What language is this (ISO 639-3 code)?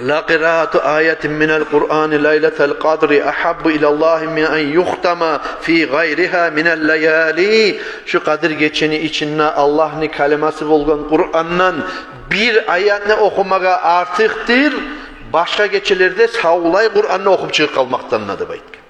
kum